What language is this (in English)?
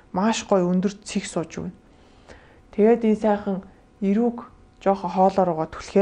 Mongolian